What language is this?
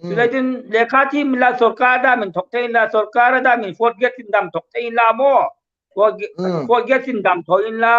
Hmar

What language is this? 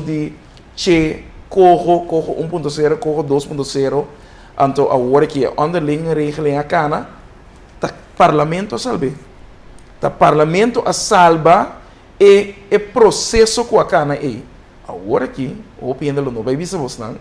Papiamento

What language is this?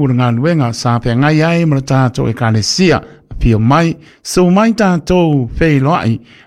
Samoan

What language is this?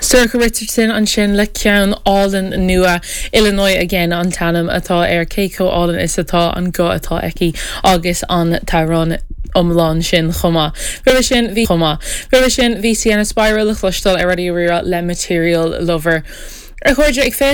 Irish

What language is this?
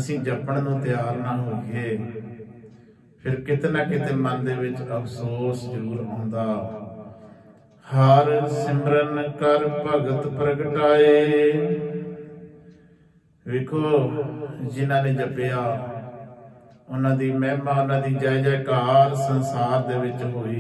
Punjabi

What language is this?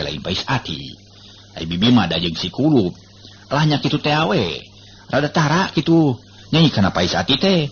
Sundanese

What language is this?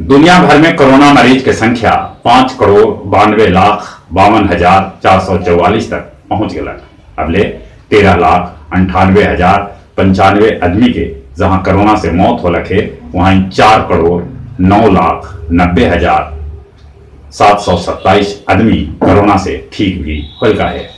Magahi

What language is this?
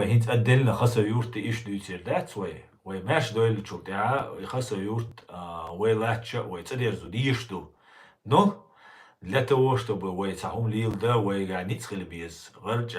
Chechen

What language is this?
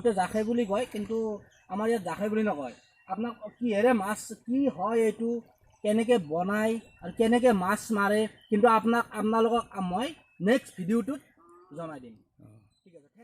Assamese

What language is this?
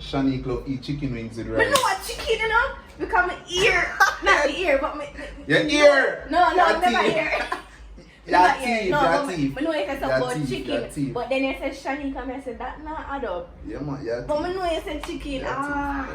Jamaican Creole English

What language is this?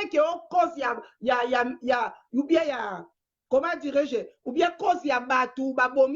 Lingala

